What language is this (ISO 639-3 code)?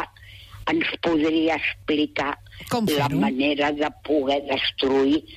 cat